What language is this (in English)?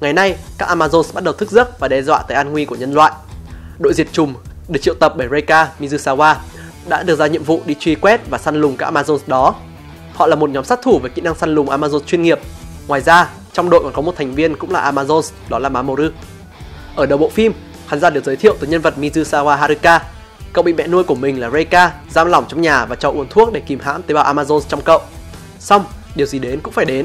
Vietnamese